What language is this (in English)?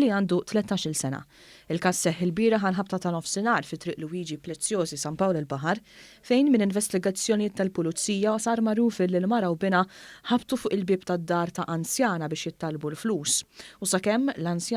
Maltese